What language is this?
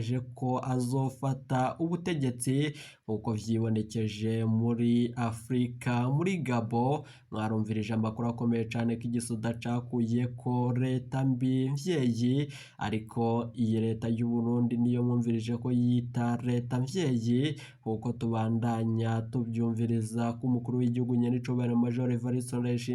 Rundi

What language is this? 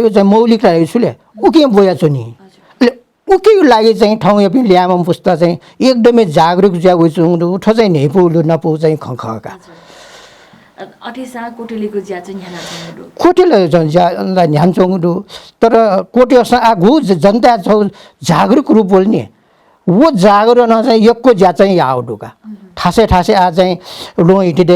Newari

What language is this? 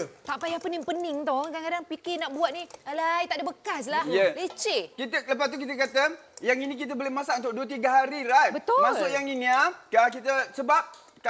Malay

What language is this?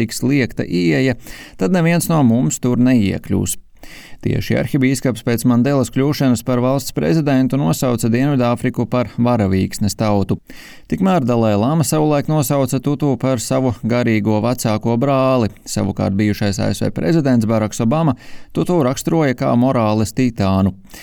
Latvian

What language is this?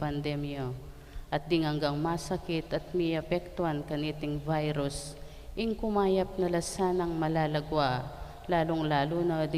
Pampanga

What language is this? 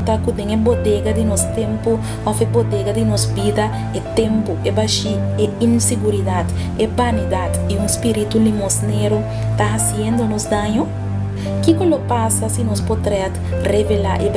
Papiamento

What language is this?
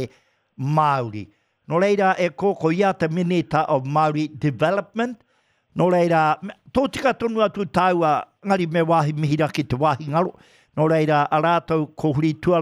Māori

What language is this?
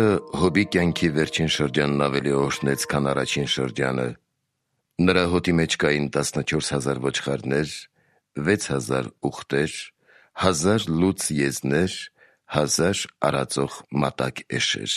Armenian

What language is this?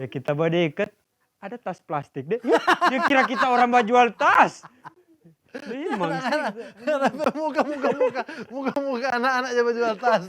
Manado Malay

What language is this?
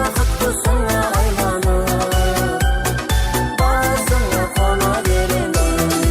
Kara-Kalpak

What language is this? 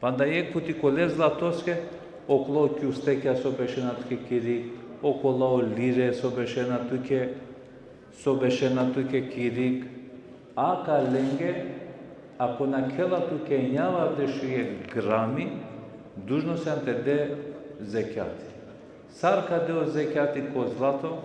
Balkan Romani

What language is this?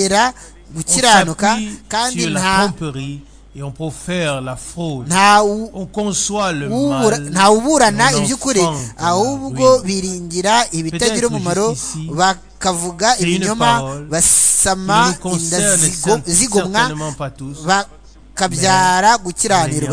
Kinyarwanda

